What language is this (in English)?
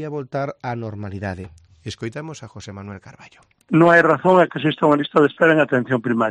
Galician